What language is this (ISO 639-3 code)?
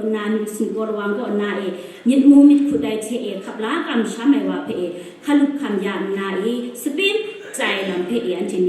kac